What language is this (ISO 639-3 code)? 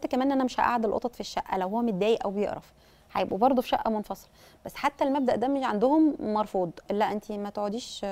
arz